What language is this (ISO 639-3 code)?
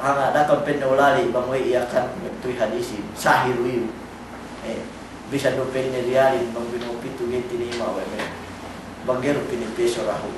yka